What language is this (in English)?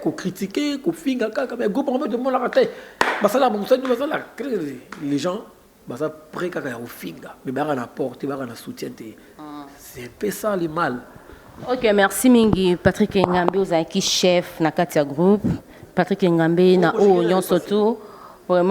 Lingala